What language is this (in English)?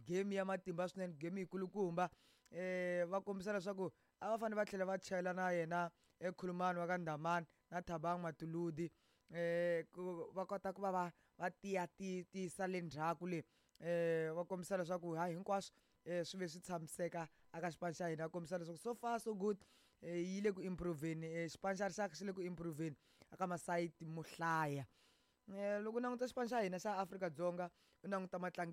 Tsonga